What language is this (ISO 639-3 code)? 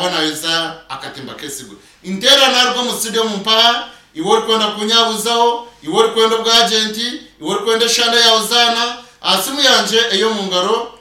nyn